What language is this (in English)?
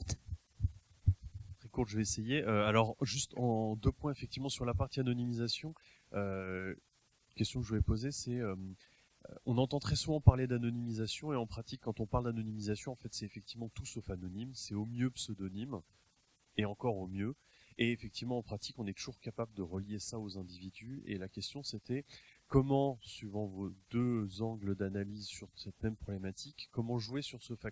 French